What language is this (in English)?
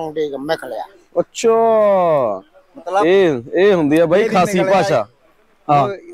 Punjabi